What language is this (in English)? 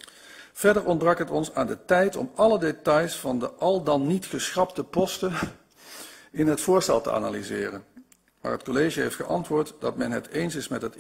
Dutch